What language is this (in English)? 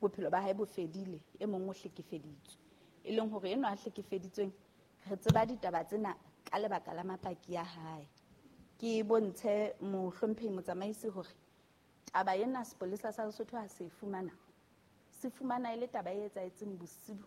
Southern Sotho